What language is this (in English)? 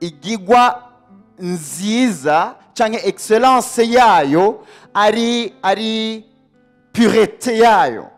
Rundi